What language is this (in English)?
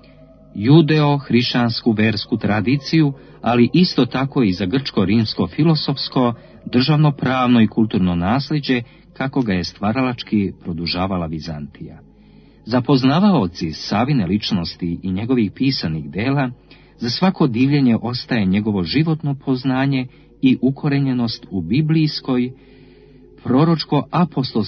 Serbian